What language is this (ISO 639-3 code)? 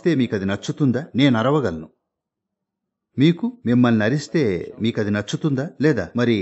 tel